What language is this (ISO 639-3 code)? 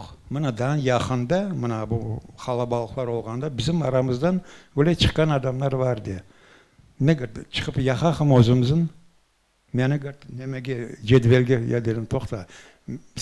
crh